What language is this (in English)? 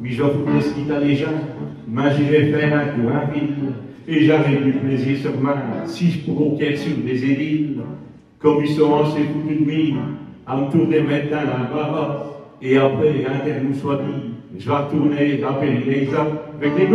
Picard